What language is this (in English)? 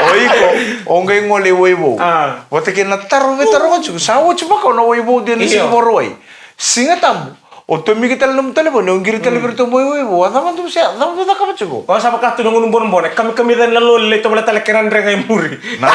Fijian